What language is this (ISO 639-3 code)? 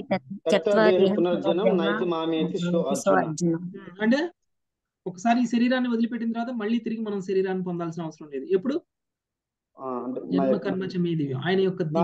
tel